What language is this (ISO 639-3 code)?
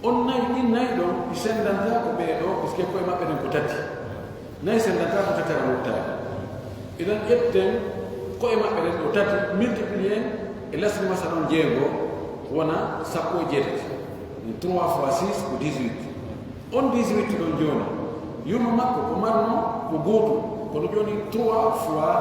fuf